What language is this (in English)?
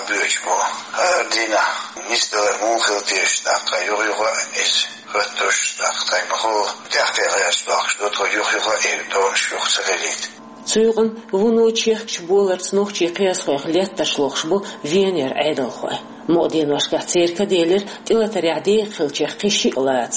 Chechen